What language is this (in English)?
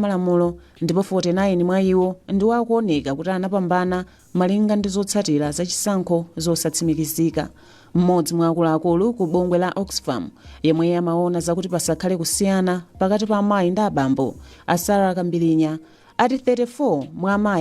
Nyanja